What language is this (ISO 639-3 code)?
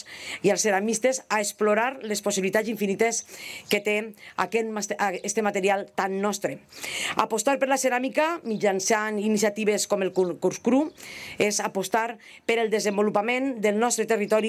cat